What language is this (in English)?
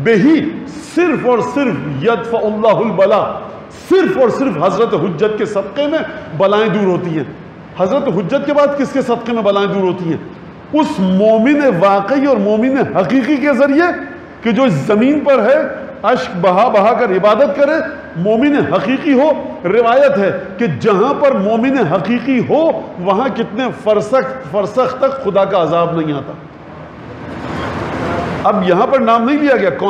Urdu